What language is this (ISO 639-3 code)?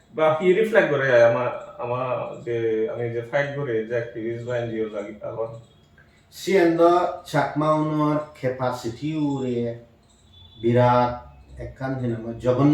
ccp